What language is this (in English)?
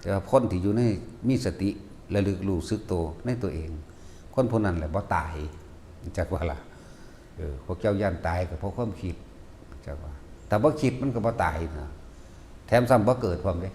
Lao